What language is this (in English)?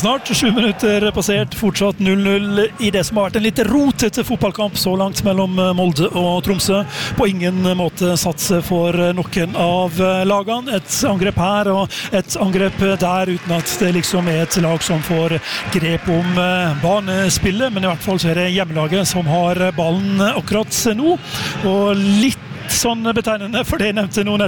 Norwegian